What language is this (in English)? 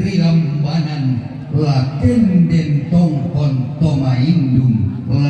Toraja-Sa'dan